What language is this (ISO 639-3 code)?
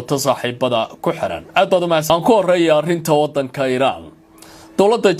som